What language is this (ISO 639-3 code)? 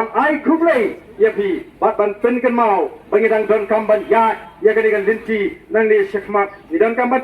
kha